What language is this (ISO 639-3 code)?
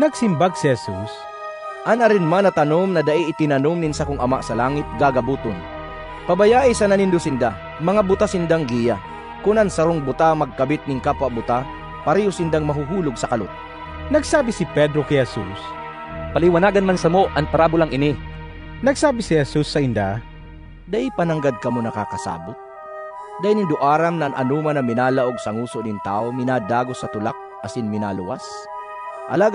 bik